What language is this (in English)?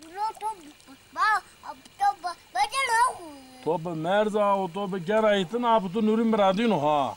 Zaza